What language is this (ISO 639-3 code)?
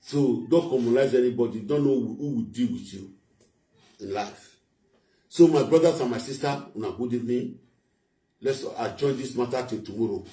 pcm